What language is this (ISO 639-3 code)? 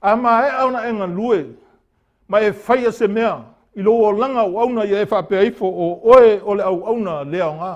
smo